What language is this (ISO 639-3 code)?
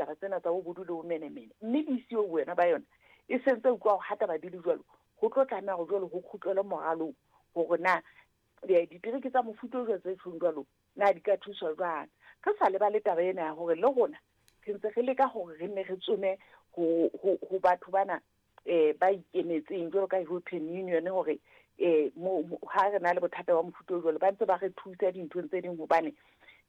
sot